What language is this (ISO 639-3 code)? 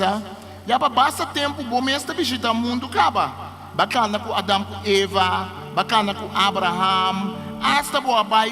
pap